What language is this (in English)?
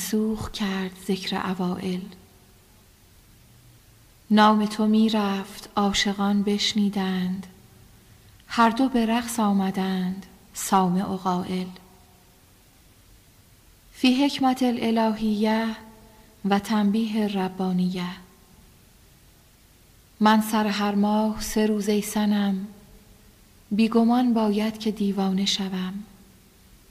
Persian